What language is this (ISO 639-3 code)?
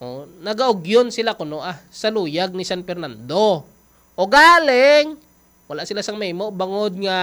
hil